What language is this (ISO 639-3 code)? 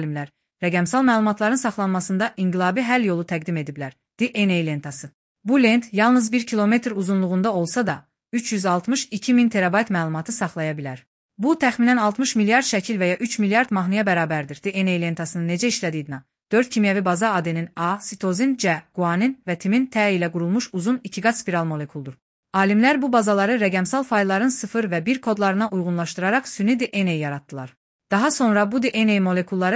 aze